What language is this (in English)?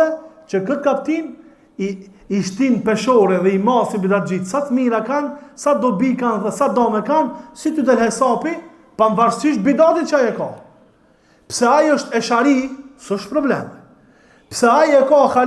Albanian